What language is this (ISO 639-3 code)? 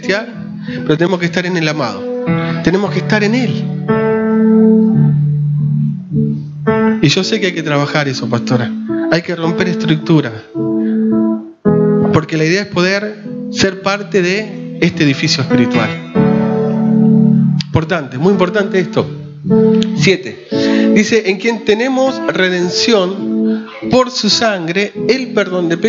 spa